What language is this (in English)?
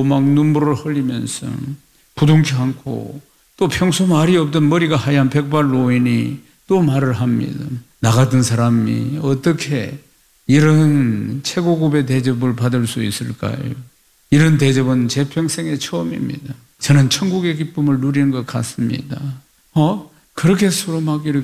Korean